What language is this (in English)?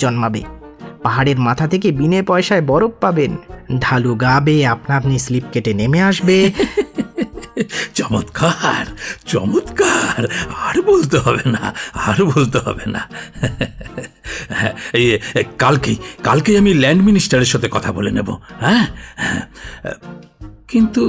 Bangla